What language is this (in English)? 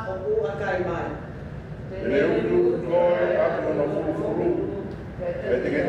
Tongan